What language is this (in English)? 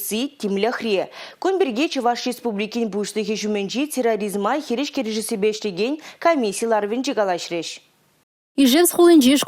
Chuvash